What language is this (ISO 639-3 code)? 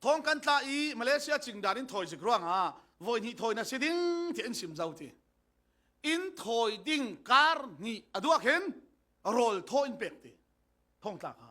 cfm